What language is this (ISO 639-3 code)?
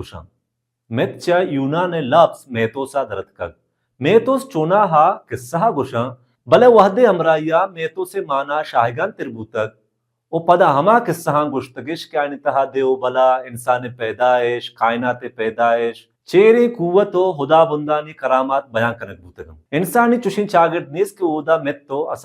bal